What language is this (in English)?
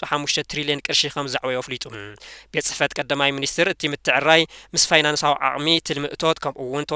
Tigrinya